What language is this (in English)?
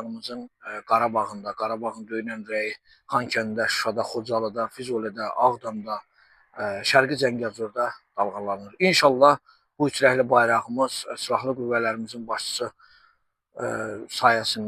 Azerbaijani